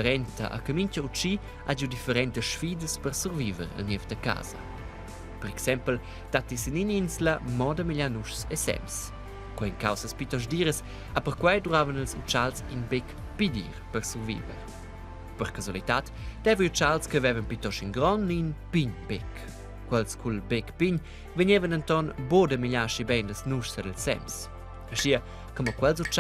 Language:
Romansh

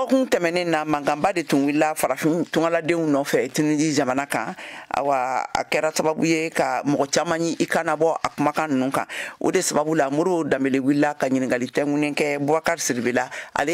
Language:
Bambara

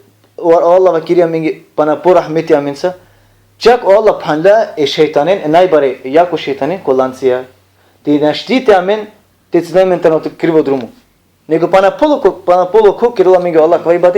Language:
Balkan Romani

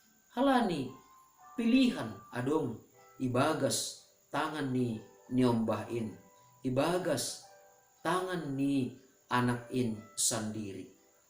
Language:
Batak Simalungun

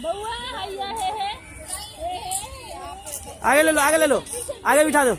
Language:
Maithili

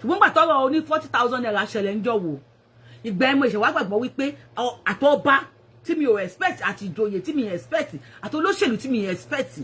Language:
Yoruba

